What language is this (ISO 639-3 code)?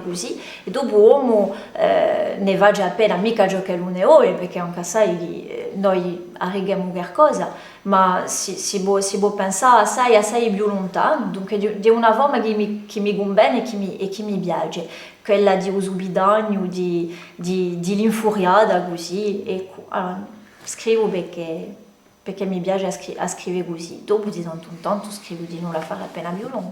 cos